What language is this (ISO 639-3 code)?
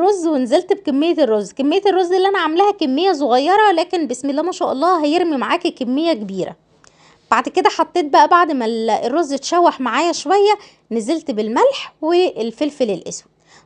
arz